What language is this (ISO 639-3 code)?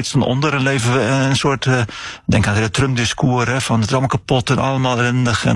nld